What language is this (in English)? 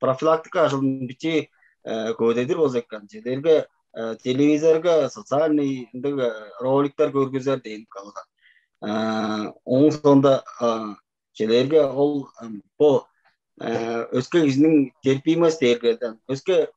Tuvinian